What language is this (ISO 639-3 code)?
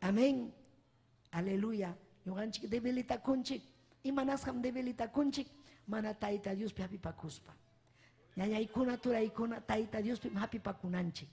quy